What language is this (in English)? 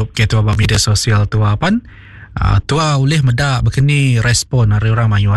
Iban